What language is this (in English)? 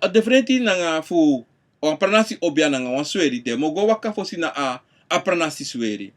Sranan Tongo